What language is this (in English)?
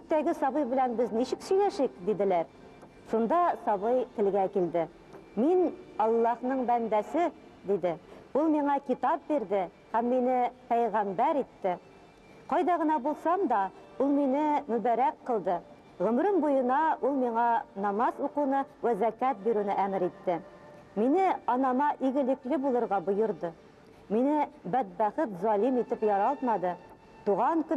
Tatar